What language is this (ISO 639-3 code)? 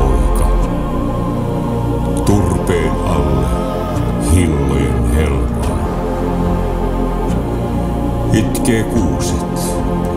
fin